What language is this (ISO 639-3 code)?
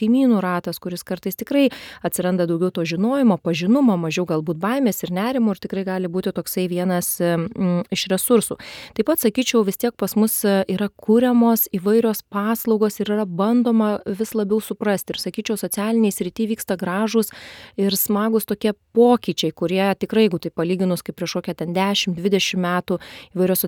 lit